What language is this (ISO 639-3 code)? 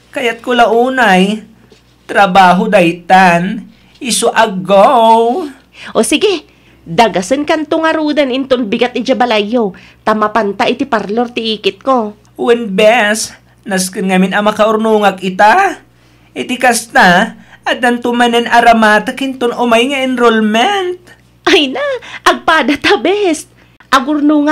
ilo